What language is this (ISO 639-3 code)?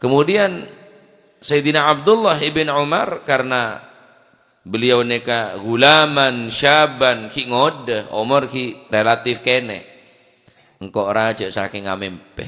mad